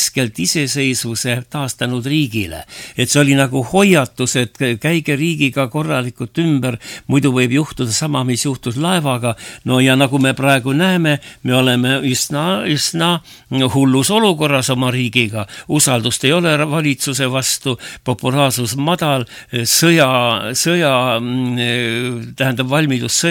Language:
Estonian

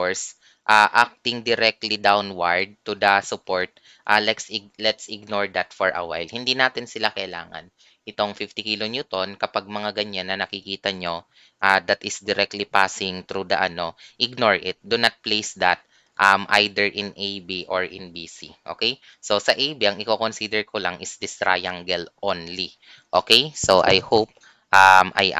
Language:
Filipino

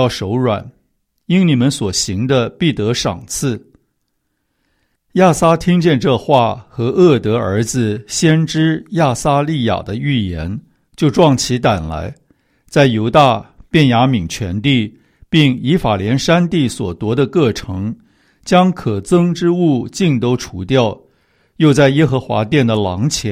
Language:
Chinese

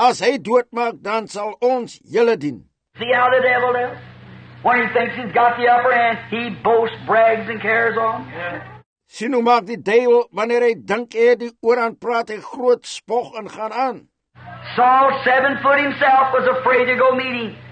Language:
Afrikaans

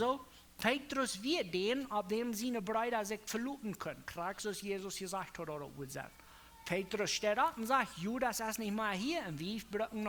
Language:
Plautdietsch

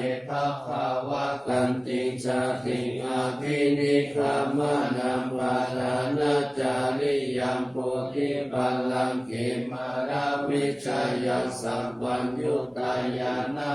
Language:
Pali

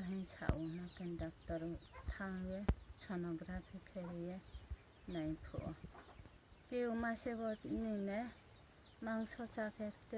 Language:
Riang (India)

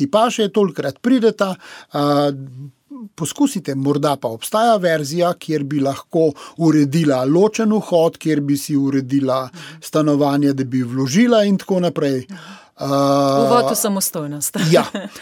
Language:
Slovenian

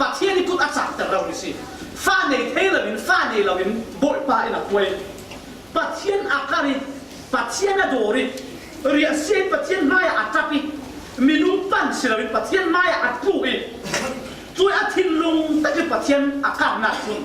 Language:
Falam Chin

